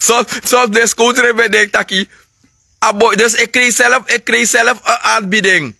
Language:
Sranan Tongo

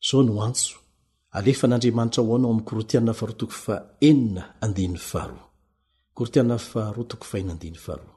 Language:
Malagasy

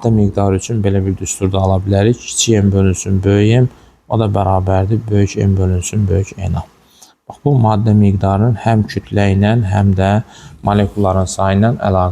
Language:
Azerbaijani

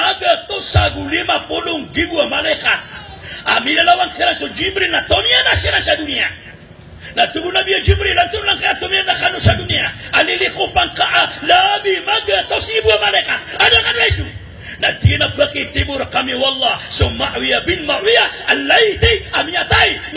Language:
Maranao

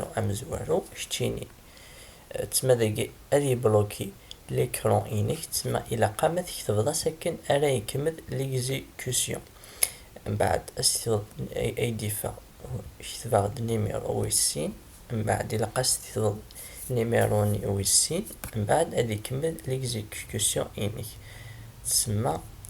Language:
Kabyle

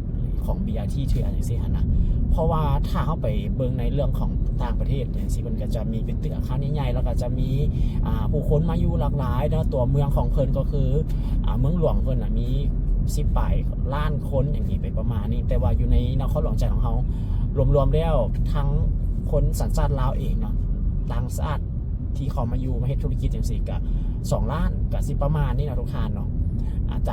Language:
Lao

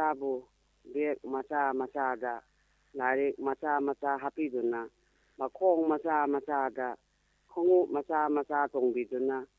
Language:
Manipuri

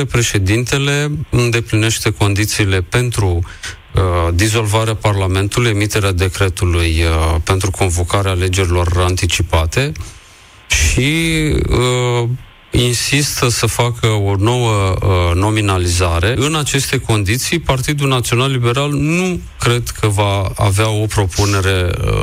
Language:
Romanian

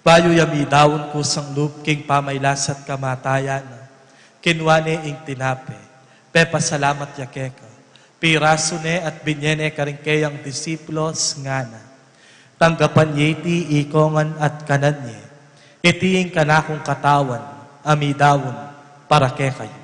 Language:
Pampanga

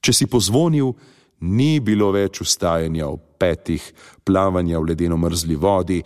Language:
Slovenian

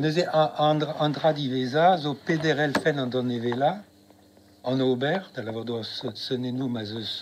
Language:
Breton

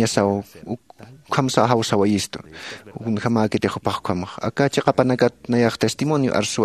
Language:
Aymara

